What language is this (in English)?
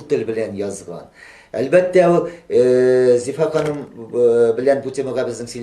Tatar